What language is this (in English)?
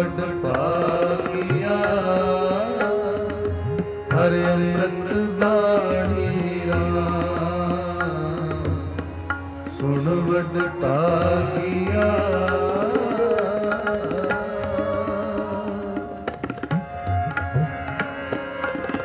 Punjabi